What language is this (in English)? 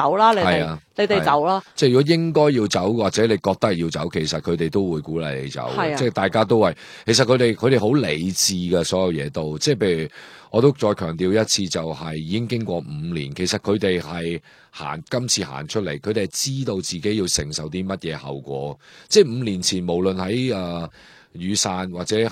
Cantonese